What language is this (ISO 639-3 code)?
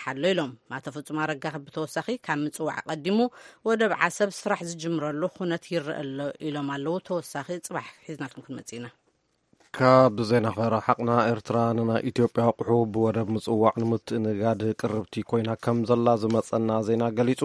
tir